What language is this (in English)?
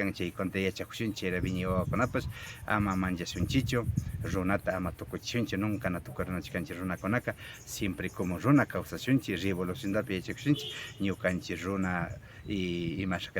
Imbabura Highland Quichua